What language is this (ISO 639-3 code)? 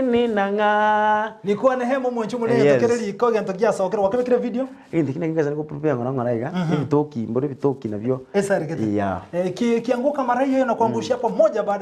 guz